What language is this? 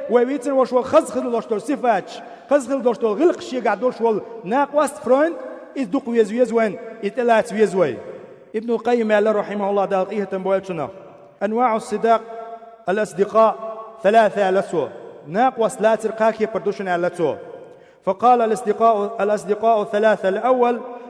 Chechen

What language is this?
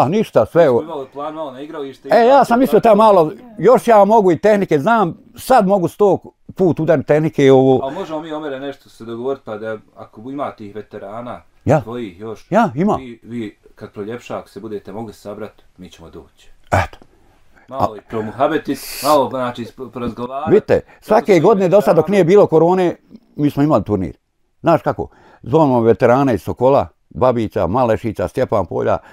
Bosnian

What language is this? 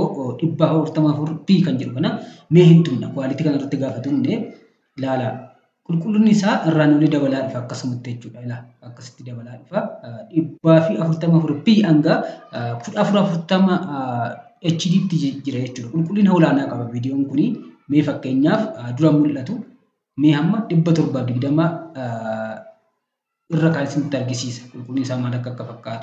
Oromo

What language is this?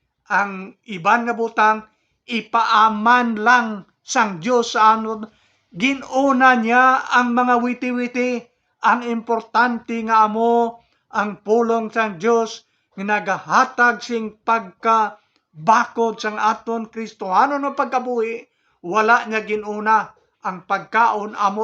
Hiligaynon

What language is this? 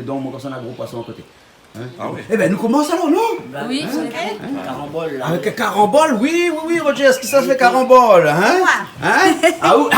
Réunion Creole French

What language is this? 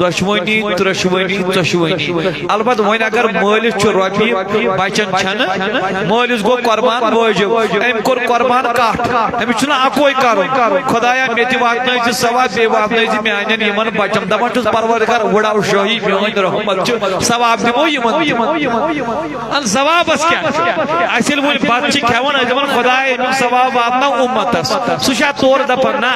Kashmiri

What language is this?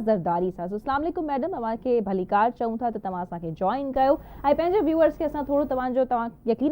Sindhi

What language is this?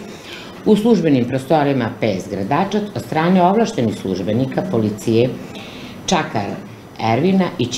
Bosnian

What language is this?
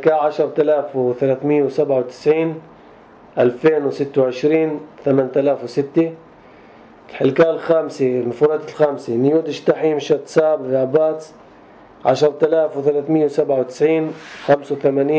North Levantine Arabic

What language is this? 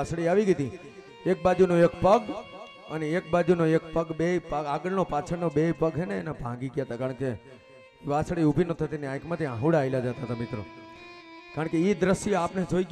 Gujarati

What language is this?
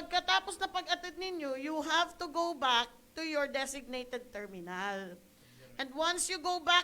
Bikol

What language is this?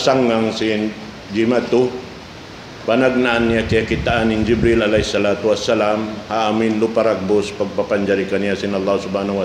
Tausug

